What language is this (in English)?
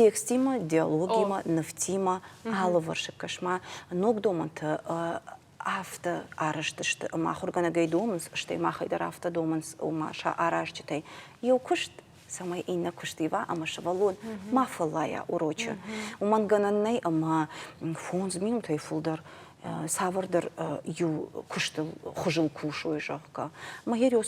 Ossetic